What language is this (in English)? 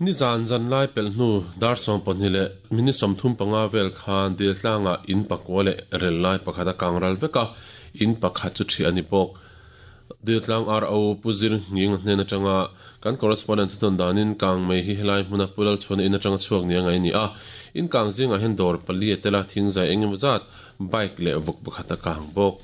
Mizo